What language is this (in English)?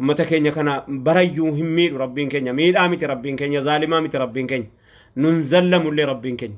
Oromo